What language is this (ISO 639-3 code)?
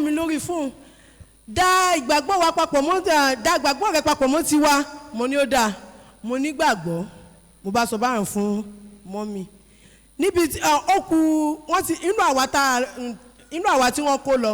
yor